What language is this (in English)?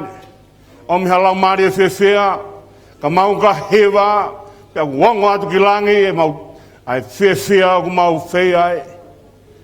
Tongan